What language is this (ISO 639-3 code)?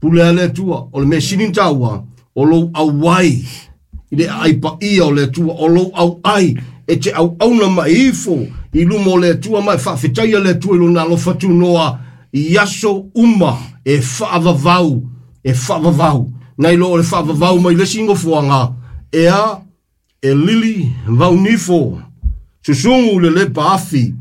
smo